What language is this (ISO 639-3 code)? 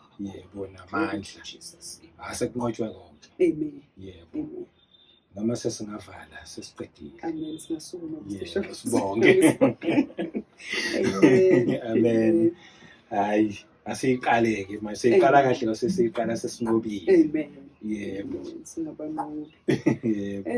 zul